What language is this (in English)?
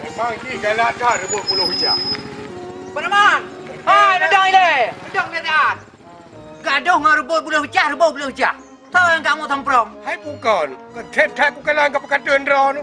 Achinese